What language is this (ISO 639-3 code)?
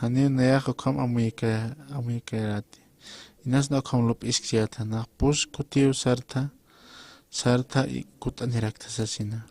aym